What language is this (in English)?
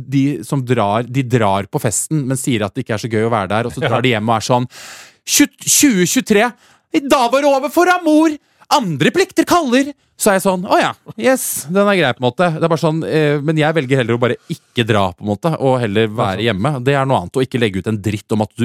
Norwegian